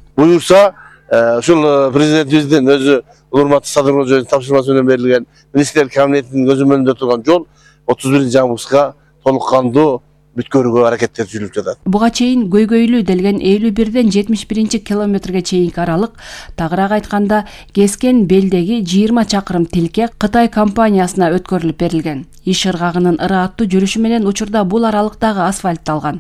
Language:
Kyrgyz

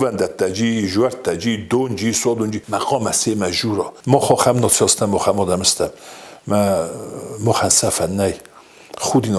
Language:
Ossetic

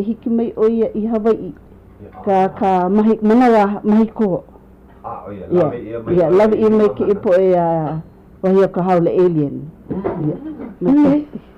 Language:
Hawaiian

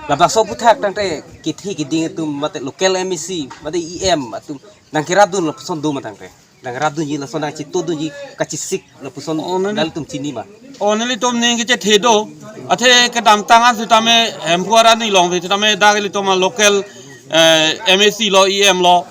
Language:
Karbi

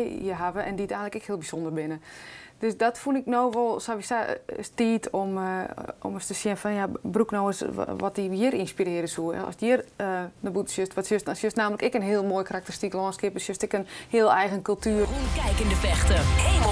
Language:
Western Frisian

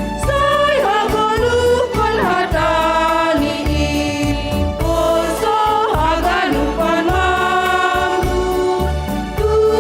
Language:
Batak Simalungun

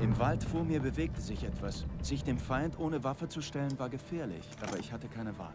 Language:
Bavarian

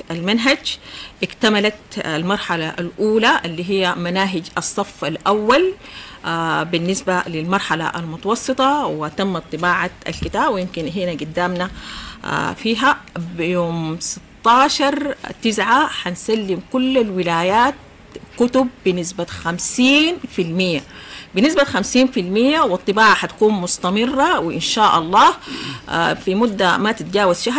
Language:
Sudanese Arabic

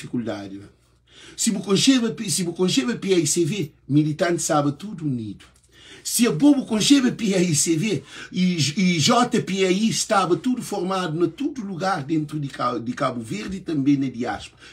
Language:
Kabuverdianu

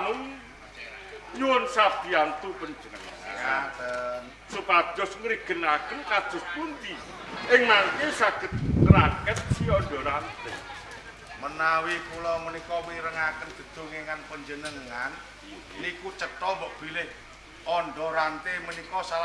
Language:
Javanese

